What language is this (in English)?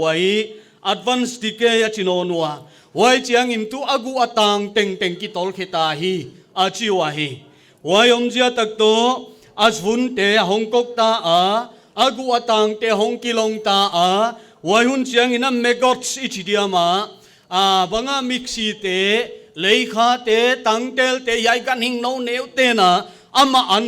Paite Chin